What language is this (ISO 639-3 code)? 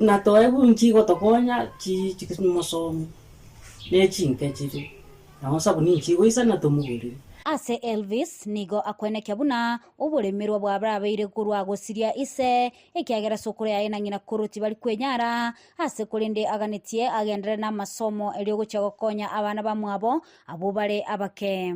guz